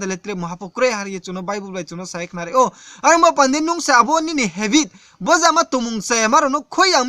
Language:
Riang (India)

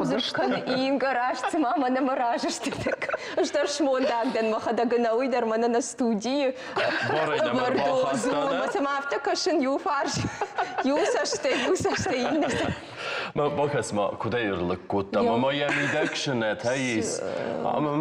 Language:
Ossetic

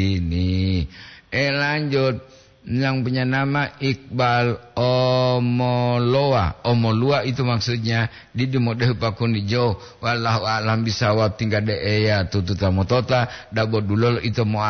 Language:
Gorontalo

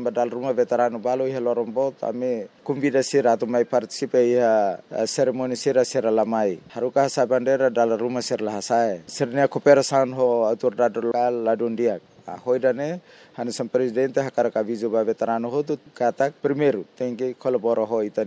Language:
Tetum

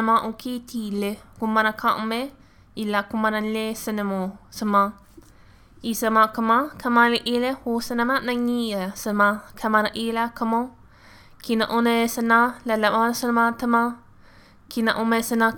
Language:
Albanian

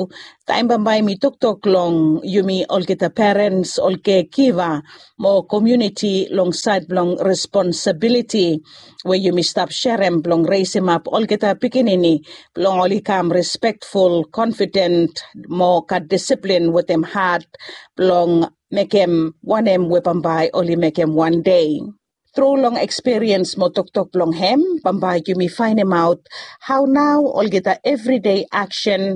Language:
Bislama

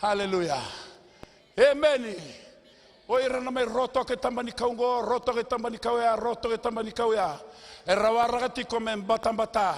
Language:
Fijian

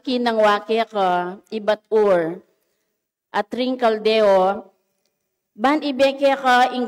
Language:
Pampanga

